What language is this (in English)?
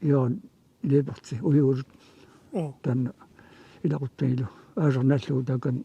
Kalaallisut